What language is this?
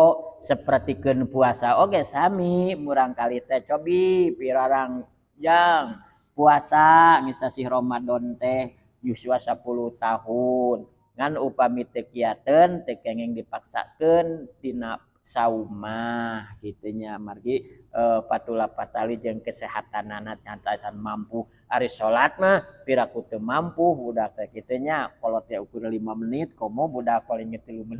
Sundanese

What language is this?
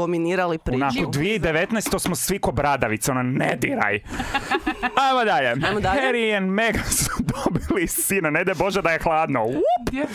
Croatian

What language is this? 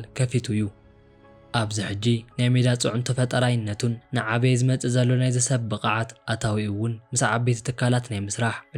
Tigrinya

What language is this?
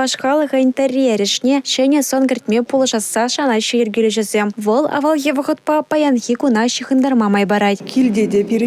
Chuvash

